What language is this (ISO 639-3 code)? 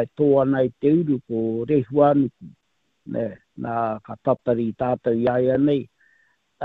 mri